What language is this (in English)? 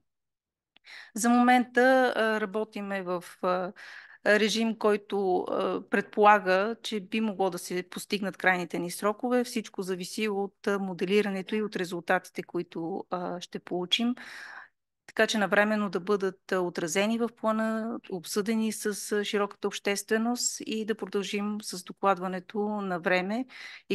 Bulgarian